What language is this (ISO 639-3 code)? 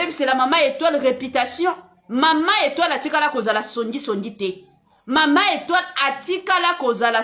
lin